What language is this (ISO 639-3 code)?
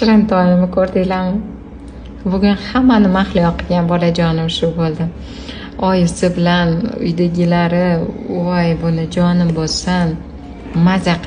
uzb